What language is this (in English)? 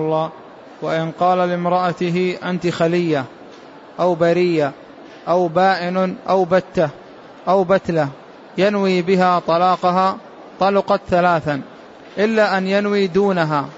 Arabic